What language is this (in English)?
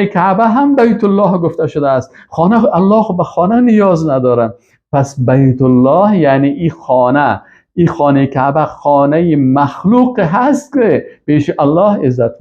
Persian